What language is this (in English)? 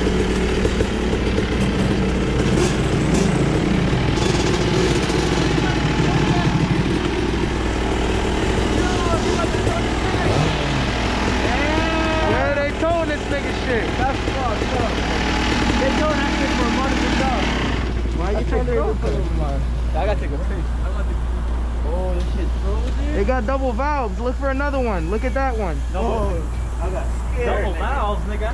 English